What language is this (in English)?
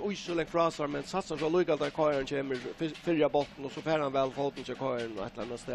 Faroese